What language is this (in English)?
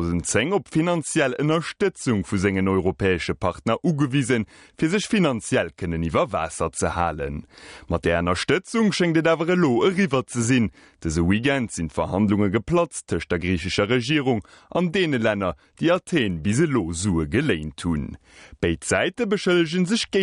Luxembourgish